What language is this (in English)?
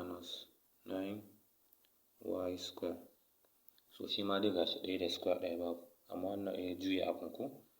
Hausa